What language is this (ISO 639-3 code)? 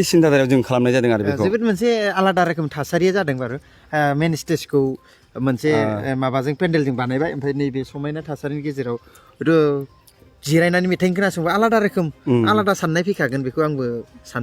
brx